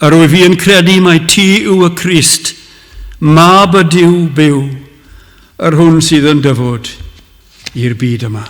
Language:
Welsh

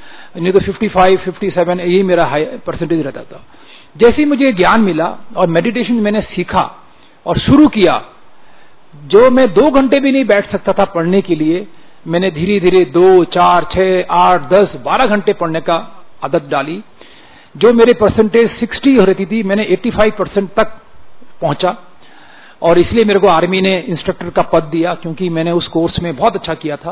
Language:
Hindi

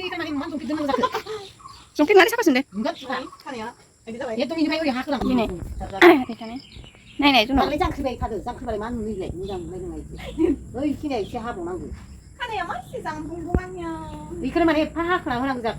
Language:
Bodo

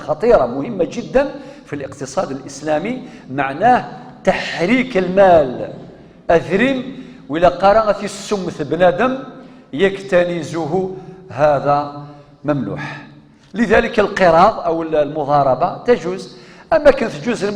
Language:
Kabyle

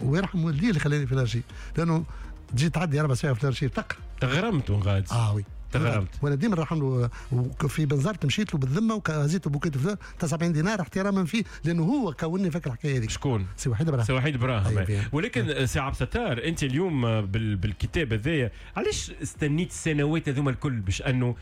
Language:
Tunisian Arabic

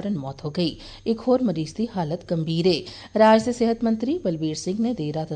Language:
Punjabi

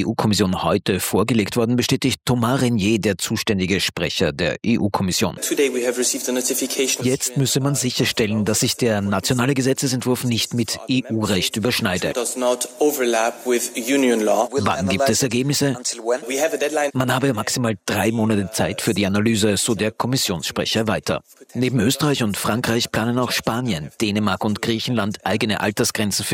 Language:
German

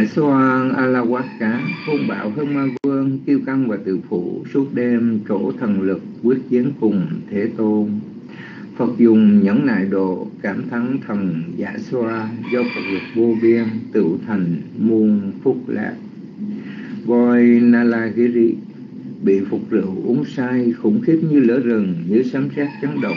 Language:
Vietnamese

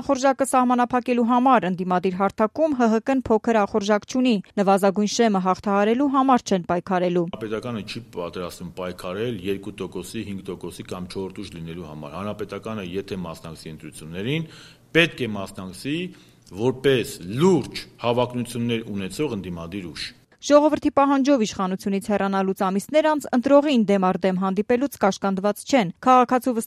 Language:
Armenian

